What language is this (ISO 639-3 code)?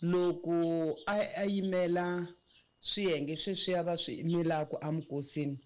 tso